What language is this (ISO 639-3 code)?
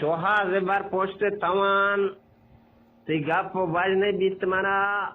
bgp